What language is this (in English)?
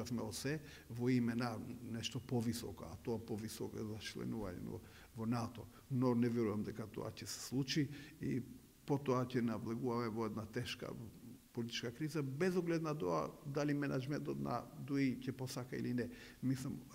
Macedonian